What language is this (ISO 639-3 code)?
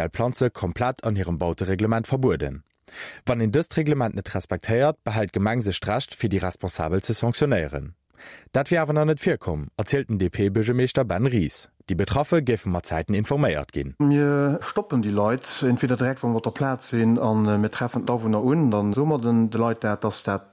ltz